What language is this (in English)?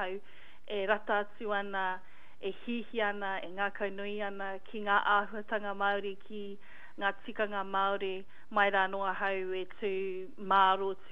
Māori